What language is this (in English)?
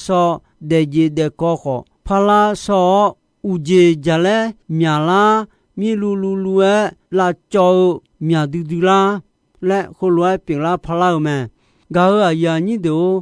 Akha